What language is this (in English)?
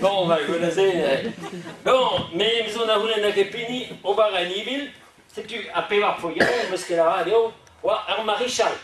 Breton